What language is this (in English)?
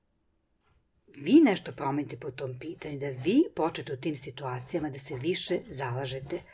Serbian